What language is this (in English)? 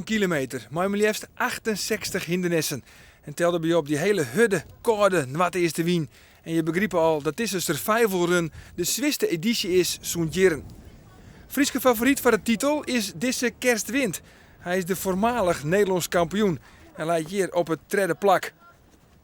Western Frisian